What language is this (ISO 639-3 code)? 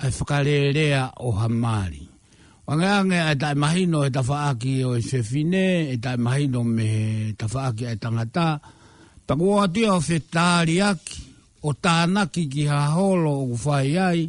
ton